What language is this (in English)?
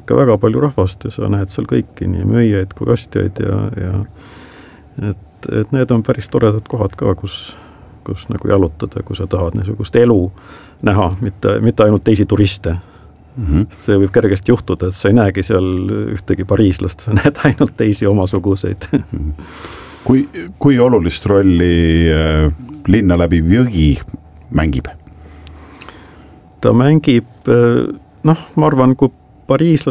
Estonian